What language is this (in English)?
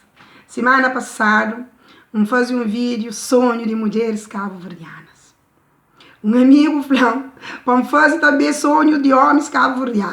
Kabuverdianu